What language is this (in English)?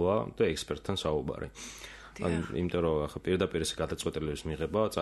Georgian